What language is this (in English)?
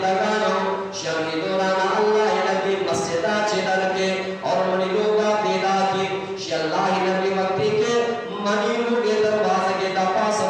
Eastern Balochi